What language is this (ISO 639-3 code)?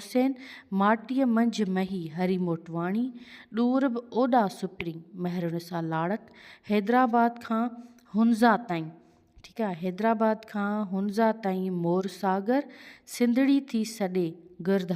snd